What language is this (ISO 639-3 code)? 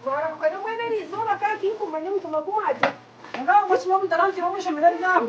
nyn